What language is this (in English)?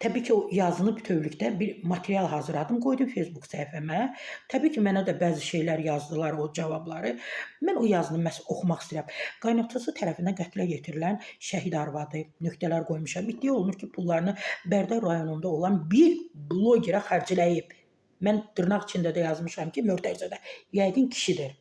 Azerbaijani